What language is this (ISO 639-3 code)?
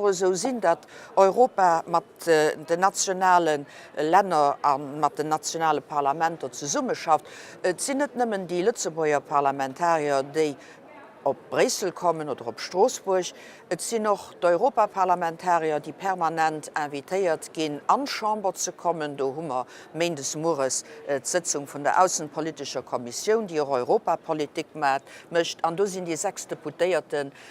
ltz